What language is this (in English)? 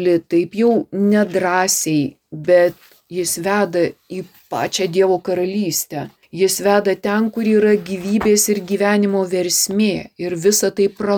Lithuanian